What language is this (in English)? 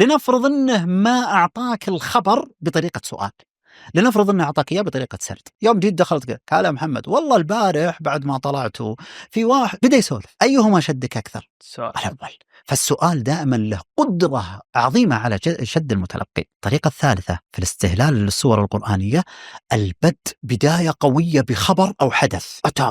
Najdi Arabic